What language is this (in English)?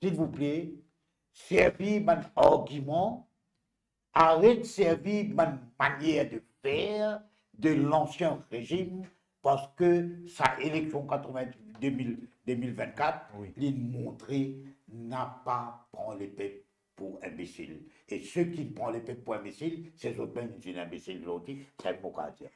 Morisyen